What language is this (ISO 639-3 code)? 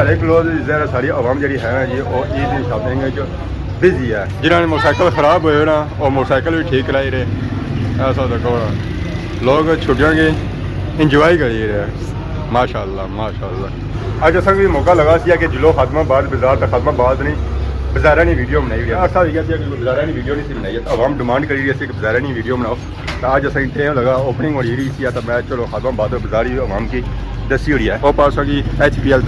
phr